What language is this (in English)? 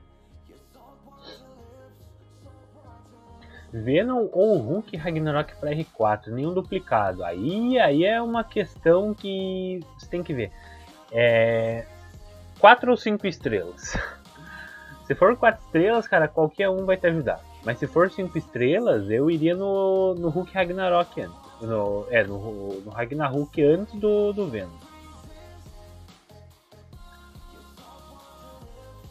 Portuguese